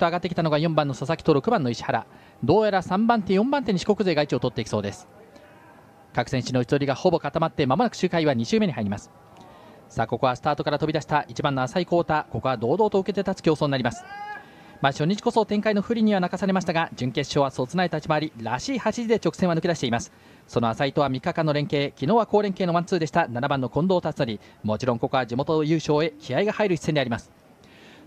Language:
Japanese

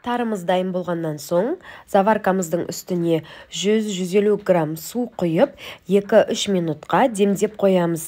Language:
Kazakh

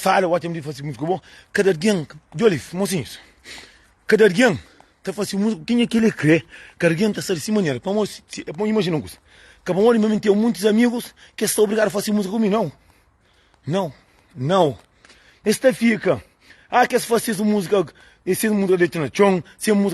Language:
Kabuverdianu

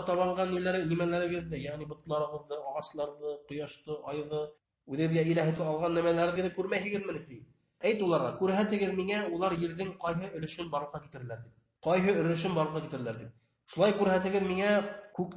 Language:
Bashkir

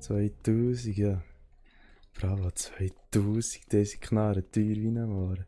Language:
Swiss German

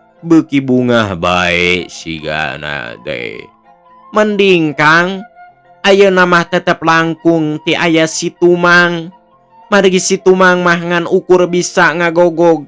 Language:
Sundanese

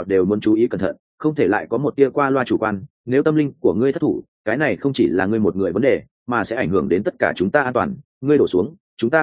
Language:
Vietnamese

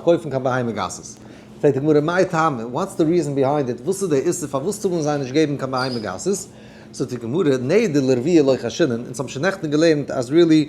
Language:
Yiddish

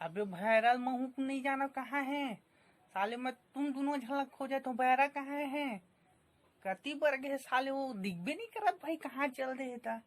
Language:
Chhattisgarhi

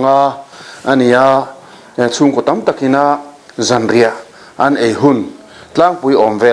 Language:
Mizo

